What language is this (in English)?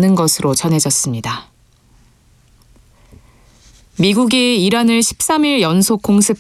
Korean